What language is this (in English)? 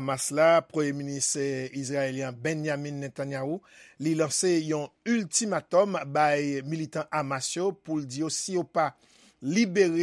Haitian Creole